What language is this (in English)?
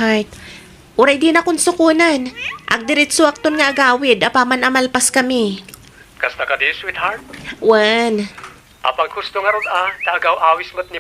Iloko